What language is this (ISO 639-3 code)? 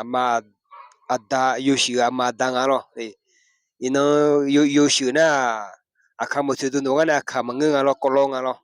ahk